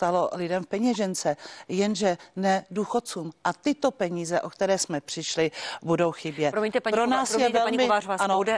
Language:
Czech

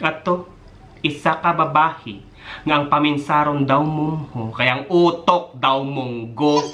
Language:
Hiligaynon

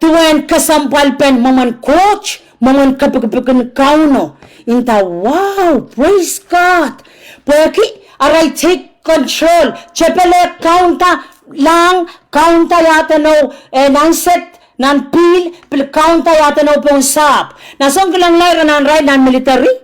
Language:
Pohnpeian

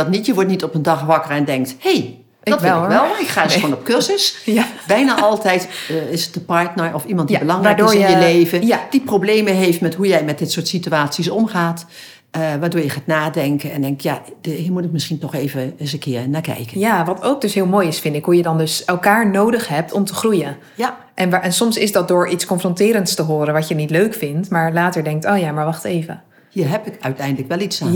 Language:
Dutch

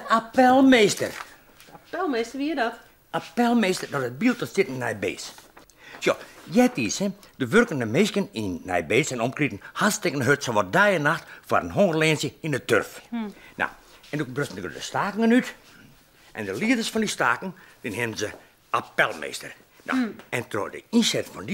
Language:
Western Frisian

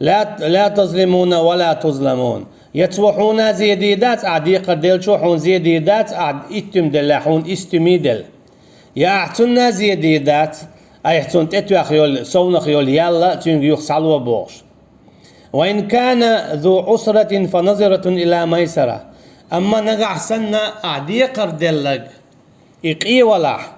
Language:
Chechen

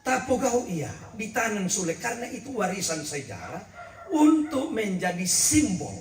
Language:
Toraja-Sa'dan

